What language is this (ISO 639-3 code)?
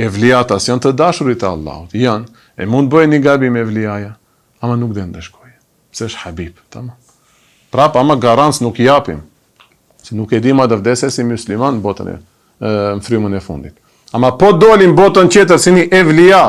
sqi